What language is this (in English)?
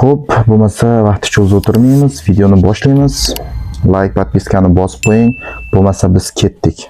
Uzbek